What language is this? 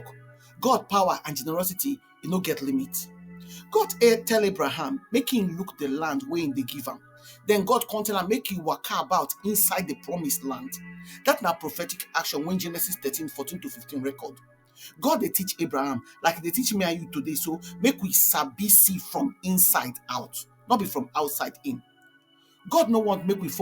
Nigerian Pidgin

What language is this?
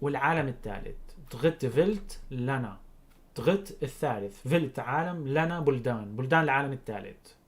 North Levantine Arabic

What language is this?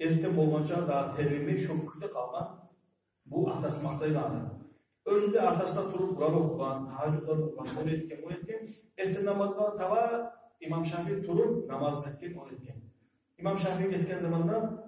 Kumyk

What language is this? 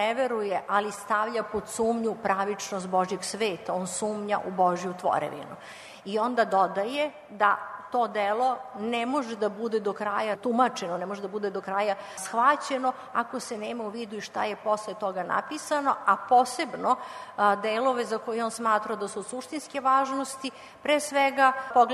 Serbian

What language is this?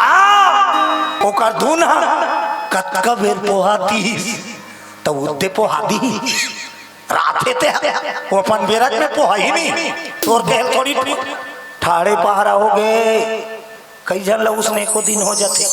Chhattisgarhi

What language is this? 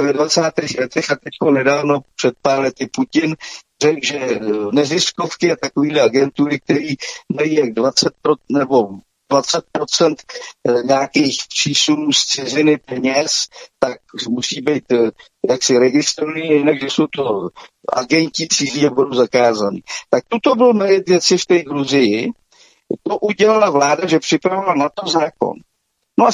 Czech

